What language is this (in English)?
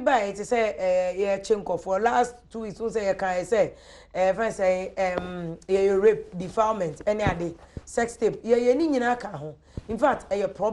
Akan